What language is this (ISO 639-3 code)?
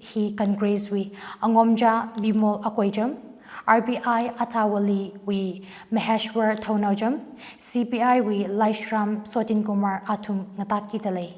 nmf